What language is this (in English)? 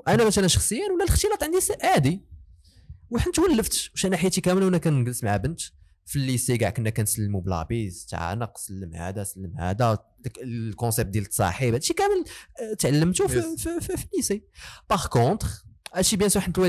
Moroccan Arabic